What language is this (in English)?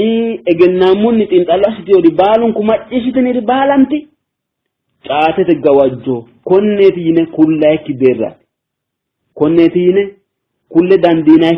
Sidamo